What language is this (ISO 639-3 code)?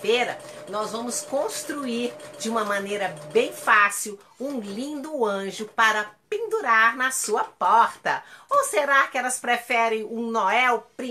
por